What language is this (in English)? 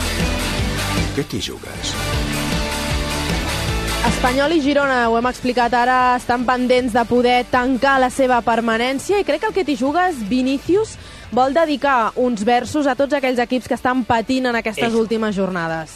Catalan